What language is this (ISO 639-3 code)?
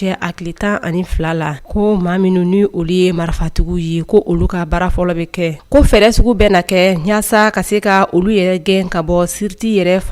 bam